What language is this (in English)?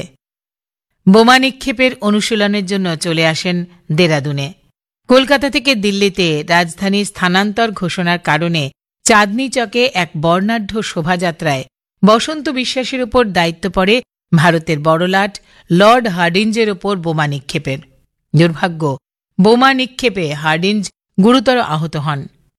Bangla